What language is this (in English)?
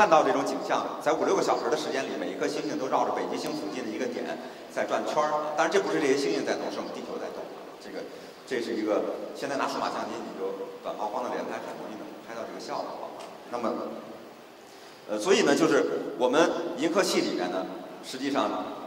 Chinese